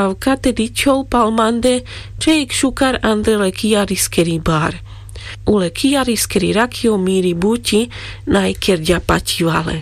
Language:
Carpathian Romani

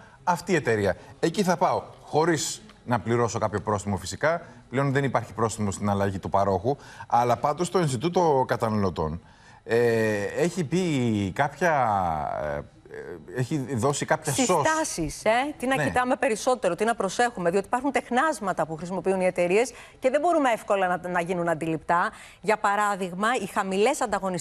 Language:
Greek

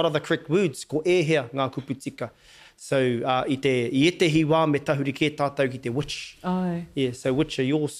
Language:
Māori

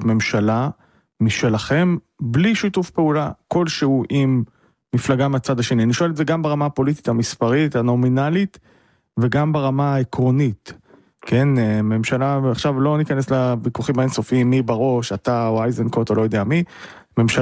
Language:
Hebrew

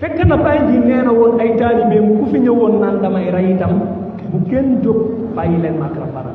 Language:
Wolof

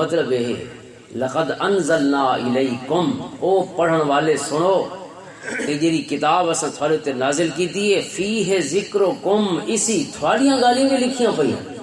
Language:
Western Panjabi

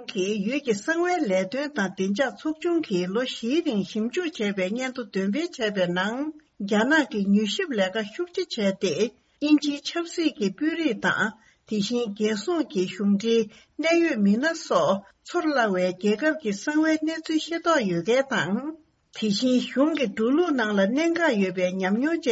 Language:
Tibetan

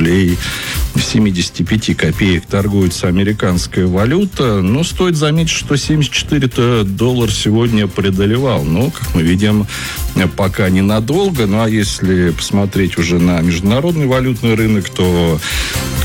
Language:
Russian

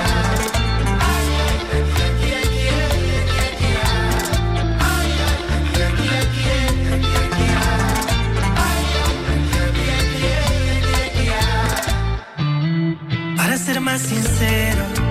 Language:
Spanish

